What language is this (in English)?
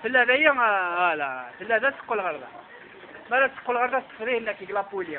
Kabyle